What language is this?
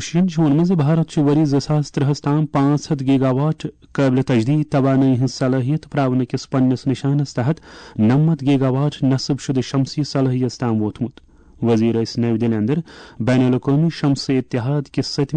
Kashmiri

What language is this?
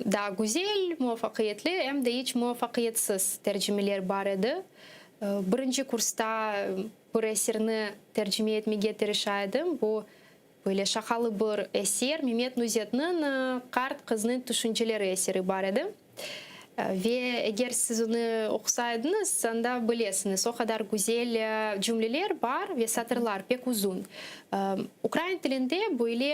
Crimean Tatar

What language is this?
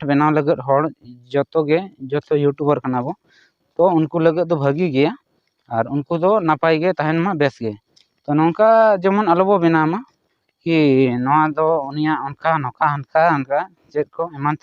Santali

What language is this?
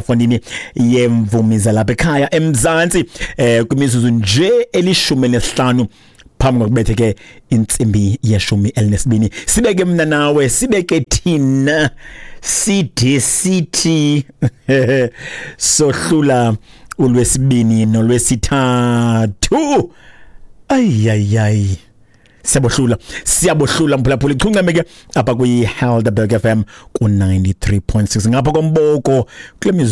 Xhosa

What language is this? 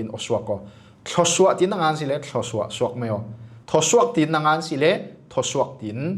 Falam Chin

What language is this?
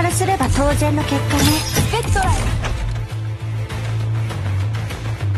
Japanese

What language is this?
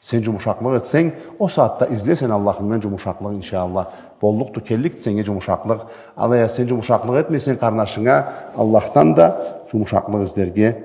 Karachay-Balkar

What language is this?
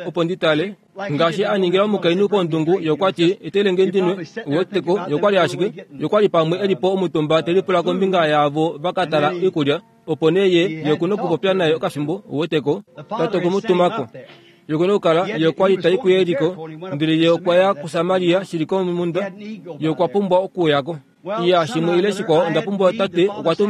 Kuanyama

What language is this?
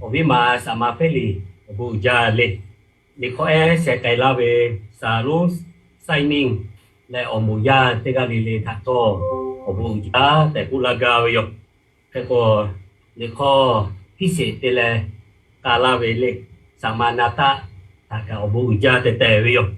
Lahu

